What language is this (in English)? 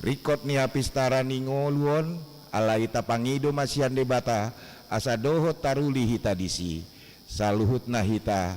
Batak Toba